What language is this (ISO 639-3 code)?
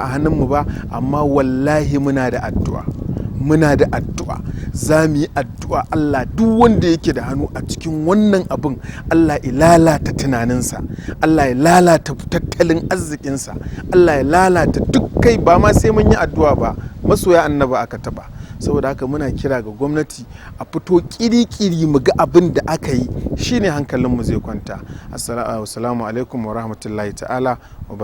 hau